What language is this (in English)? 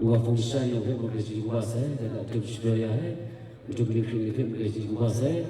Kachin